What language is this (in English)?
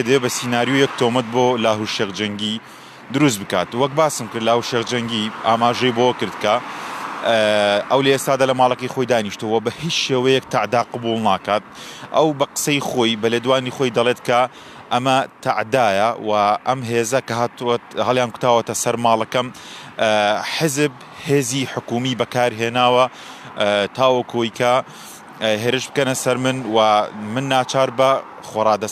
Central Kurdish